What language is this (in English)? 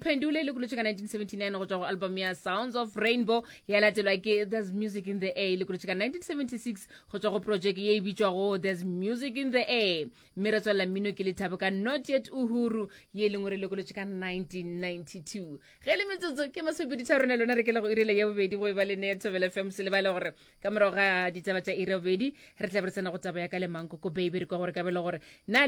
Northern Sotho